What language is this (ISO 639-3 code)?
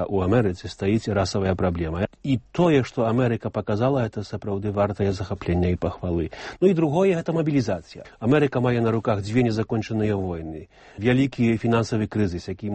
bel